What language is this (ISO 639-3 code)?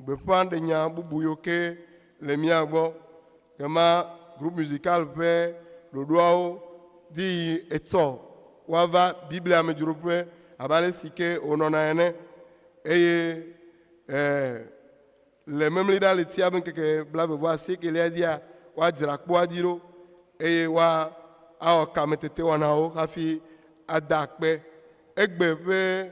ewe